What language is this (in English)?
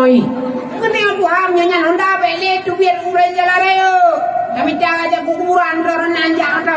Achinese